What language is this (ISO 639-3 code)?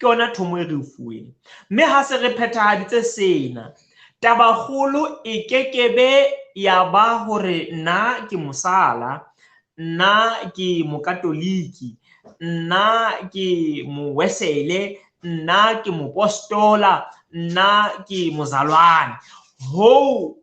sot